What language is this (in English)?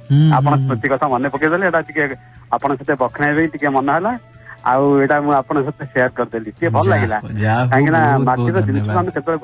Odia